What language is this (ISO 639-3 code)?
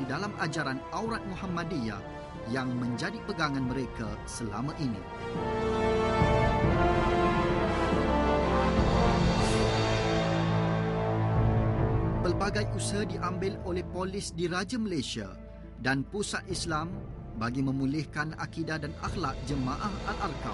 msa